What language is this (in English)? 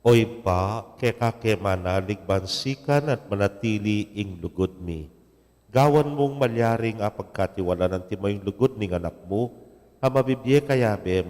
Pampanga